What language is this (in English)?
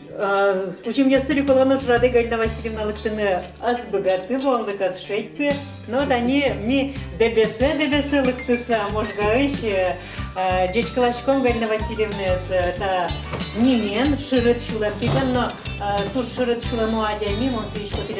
Udmurt